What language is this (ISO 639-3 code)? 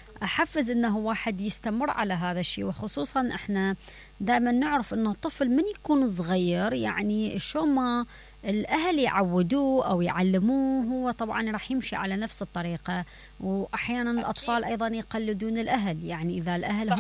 acm